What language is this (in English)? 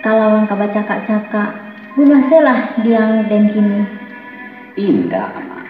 Minangkabau